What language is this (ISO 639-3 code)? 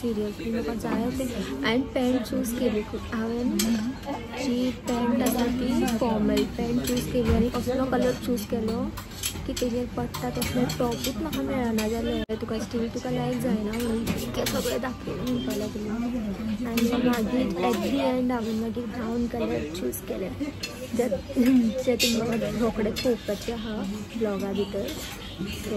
kok